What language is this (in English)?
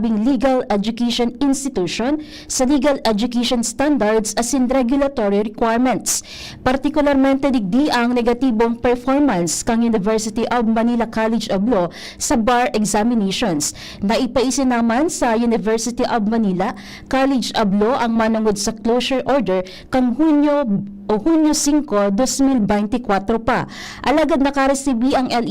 Bikol